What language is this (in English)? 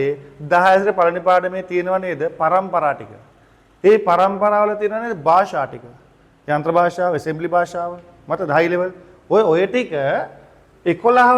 Sinhala